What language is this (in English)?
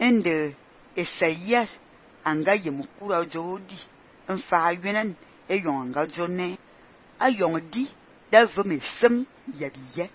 Fang